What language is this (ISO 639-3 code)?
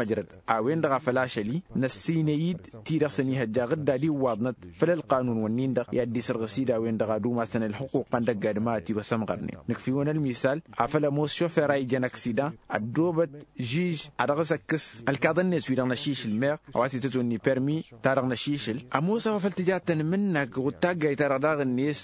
taq